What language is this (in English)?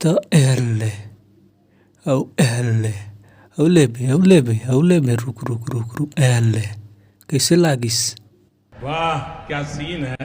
Chhattisgarhi